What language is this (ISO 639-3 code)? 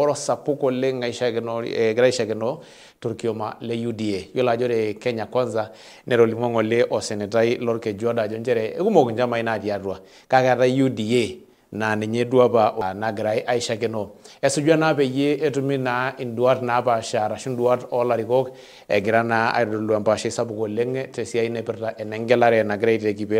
mas